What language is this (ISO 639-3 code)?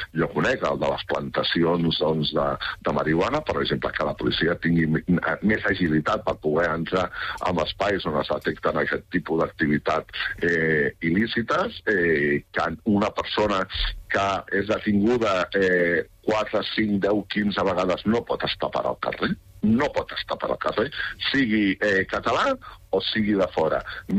cat